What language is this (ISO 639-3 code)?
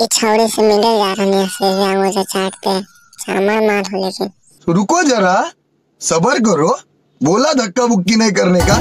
mag